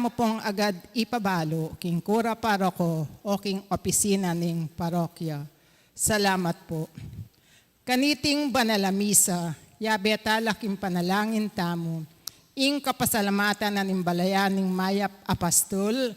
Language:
Pampanga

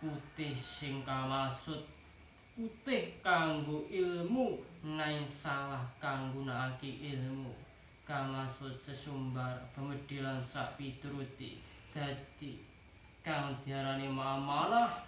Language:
Javanese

